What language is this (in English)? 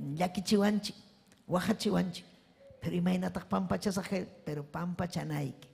Ayacucho Quechua